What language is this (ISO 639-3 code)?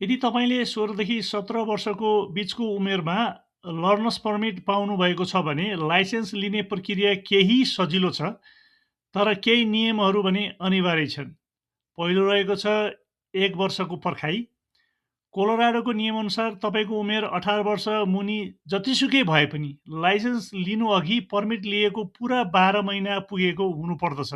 nep